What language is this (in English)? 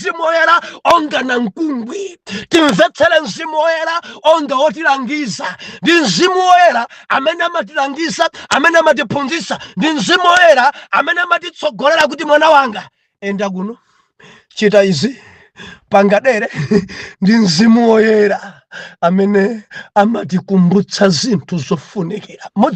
Nyanja